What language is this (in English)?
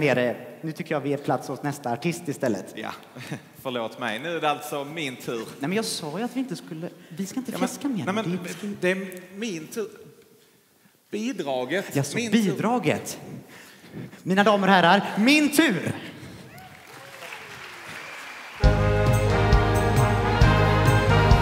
Swedish